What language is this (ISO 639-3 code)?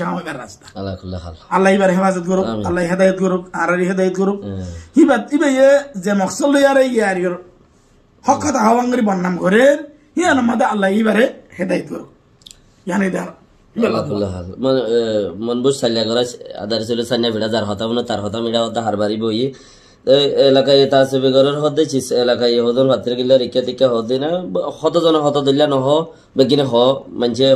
rhg